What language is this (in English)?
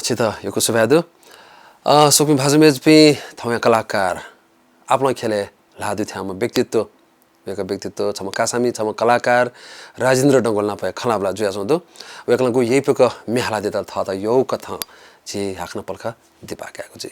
Newari